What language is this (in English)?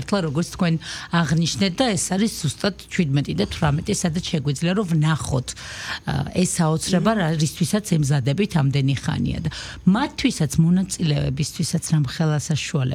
Georgian